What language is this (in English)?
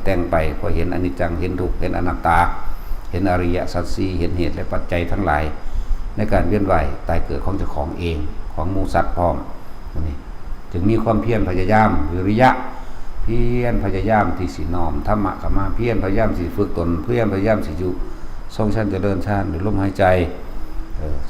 Northeastern Thai